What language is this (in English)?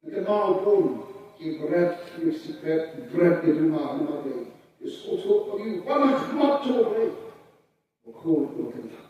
Khasi